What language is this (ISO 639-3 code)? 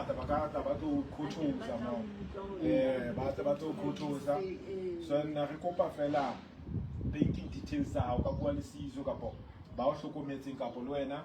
sot